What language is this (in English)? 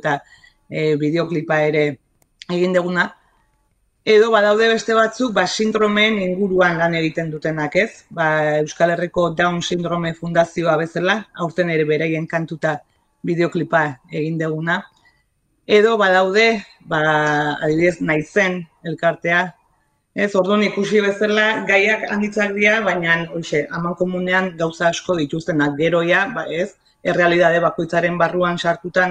Basque